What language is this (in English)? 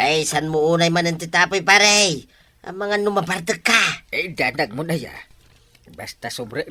Iloko